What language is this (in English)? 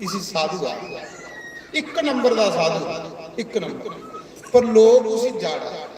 Dogri